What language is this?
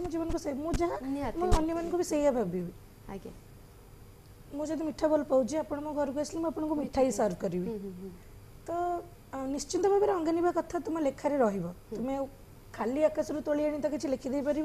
Odia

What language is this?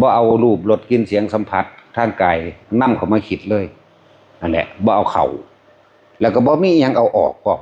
Northeastern Thai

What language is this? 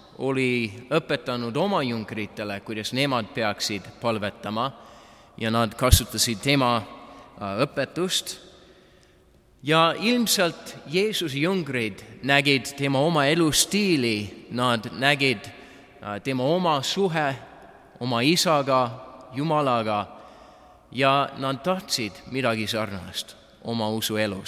Estonian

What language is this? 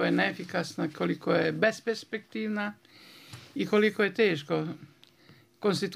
Bosnian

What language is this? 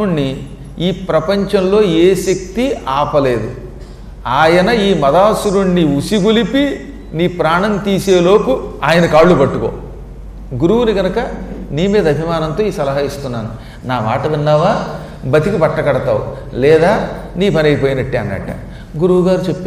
Telugu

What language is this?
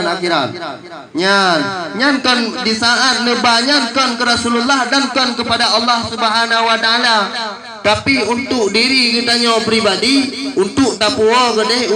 Achinese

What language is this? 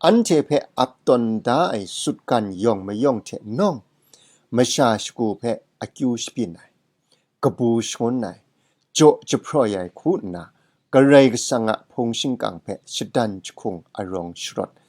Kachin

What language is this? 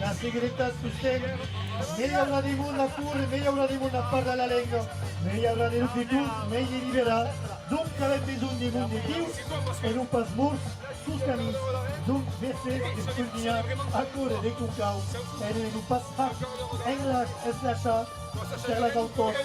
Occitan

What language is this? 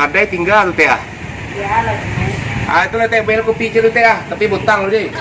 Minangkabau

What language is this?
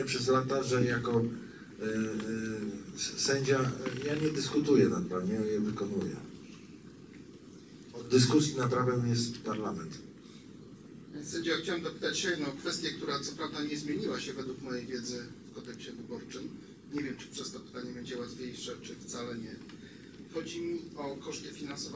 Polish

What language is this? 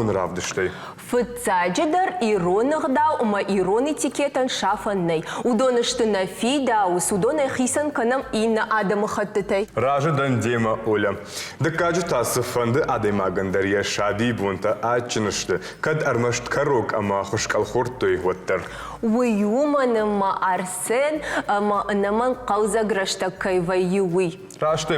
Ossetic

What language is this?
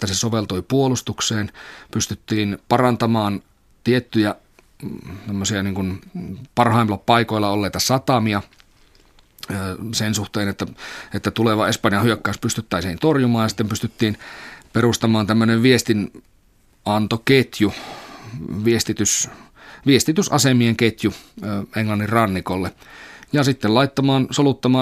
Finnish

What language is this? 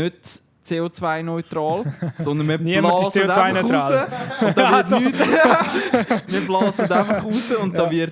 Swiss German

